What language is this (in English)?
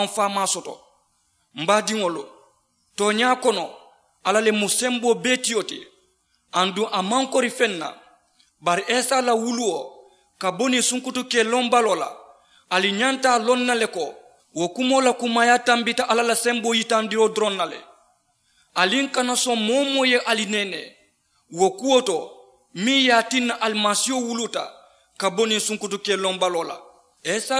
Mandingo